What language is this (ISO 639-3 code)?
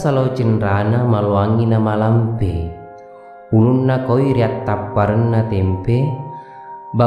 bug